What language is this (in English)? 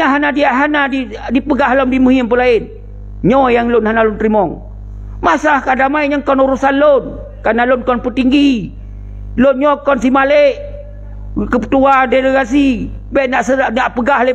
Achinese